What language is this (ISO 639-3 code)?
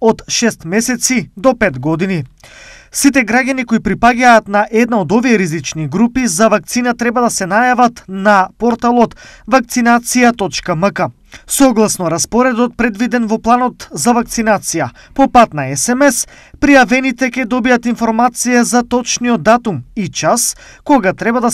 mkd